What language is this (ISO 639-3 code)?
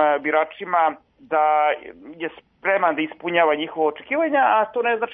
srp